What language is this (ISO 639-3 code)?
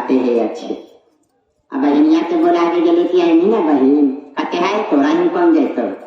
mag